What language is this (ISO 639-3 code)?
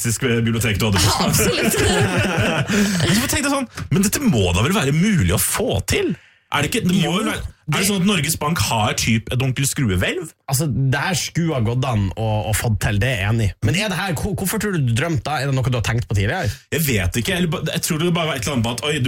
nor